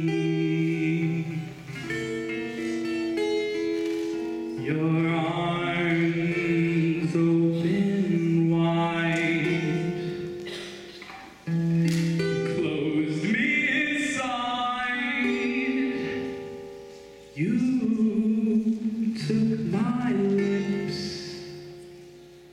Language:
English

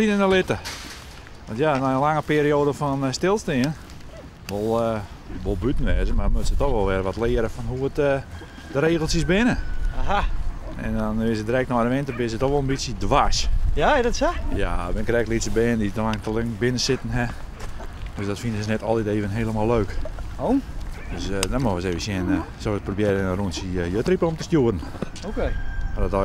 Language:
Western Frisian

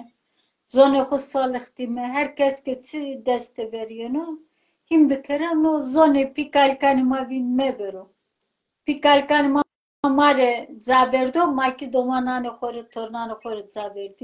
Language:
Zaza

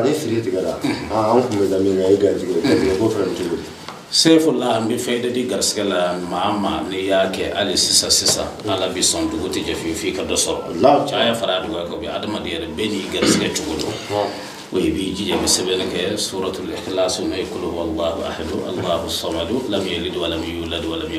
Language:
Bambara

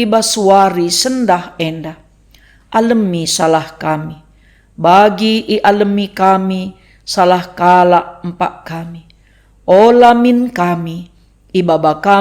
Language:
Batak Karo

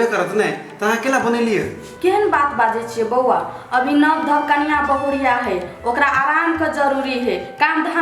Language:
Maithili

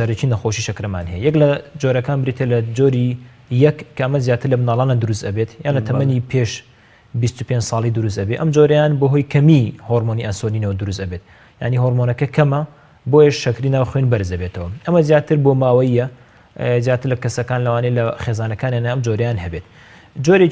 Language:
Central Kurdish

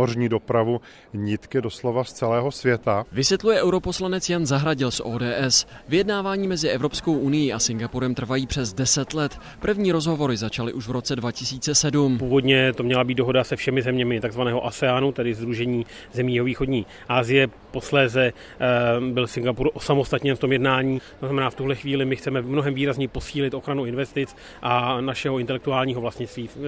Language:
Czech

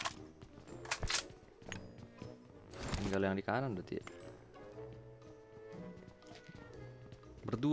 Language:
Indonesian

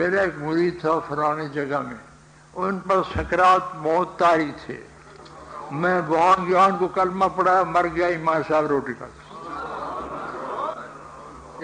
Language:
Urdu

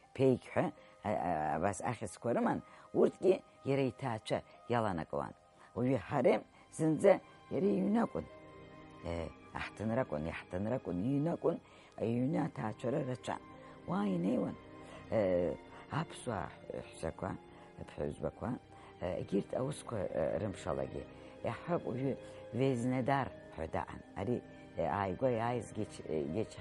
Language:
Abkhazian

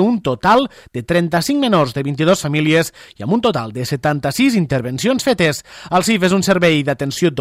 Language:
Catalan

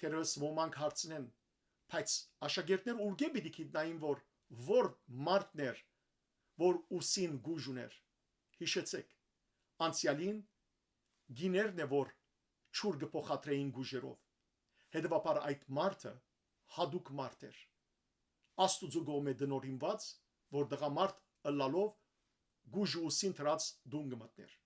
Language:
Western Armenian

